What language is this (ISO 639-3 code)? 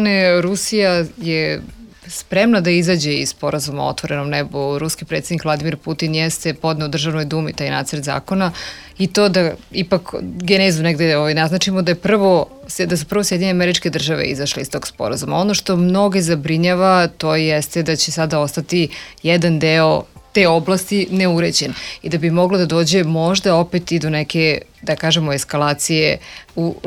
srp